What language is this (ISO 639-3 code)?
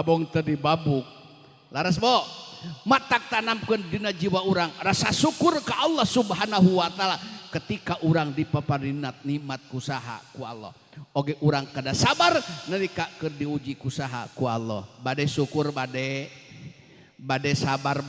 sun